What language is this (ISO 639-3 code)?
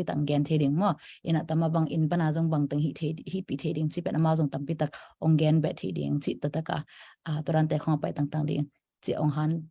ctd